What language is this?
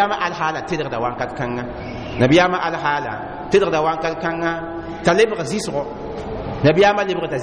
Mossi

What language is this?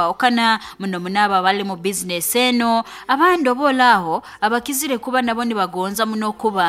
Nyankole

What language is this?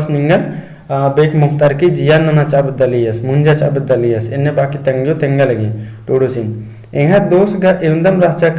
Kurukh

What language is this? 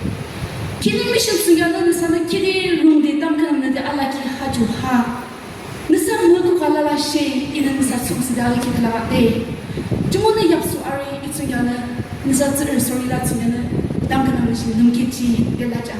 Yimchungru Naga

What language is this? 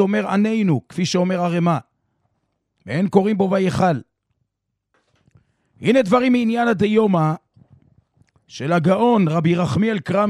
Hebrew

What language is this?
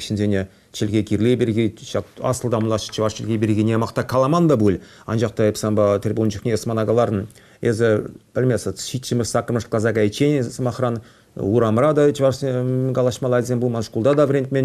Chuvash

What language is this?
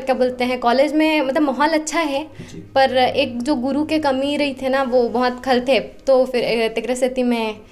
Chhattisgarhi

